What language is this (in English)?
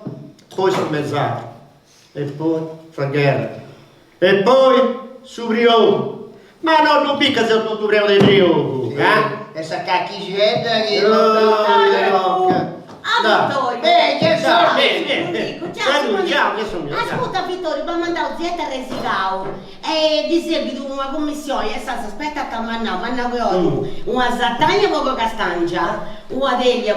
Sardinian